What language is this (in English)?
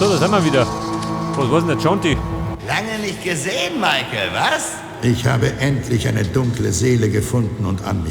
Bavarian